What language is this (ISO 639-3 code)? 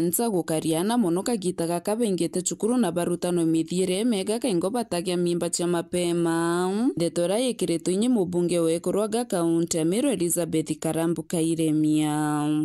mer